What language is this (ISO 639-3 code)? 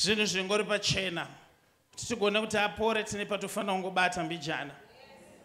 sna